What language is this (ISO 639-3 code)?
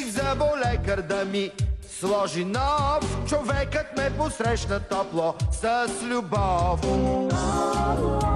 bul